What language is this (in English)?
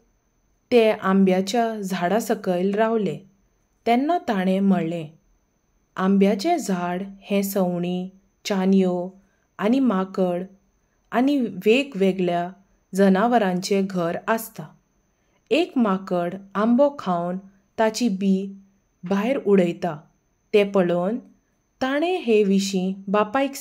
Konkani